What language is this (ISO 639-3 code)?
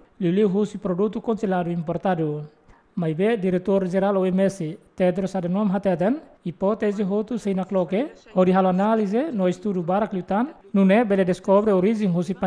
tet